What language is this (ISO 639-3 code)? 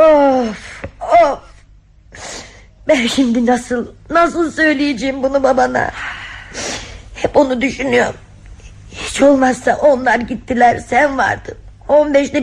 tur